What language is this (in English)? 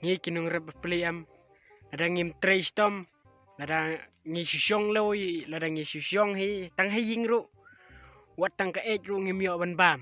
Khasi